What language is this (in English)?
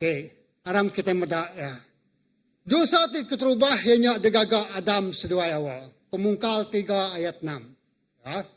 Iban